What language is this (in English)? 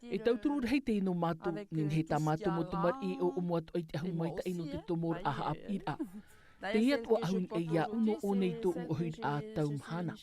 Tahitian